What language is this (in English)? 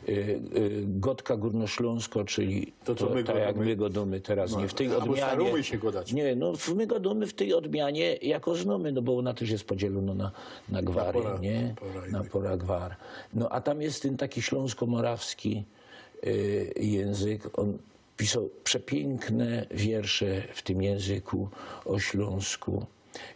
Silesian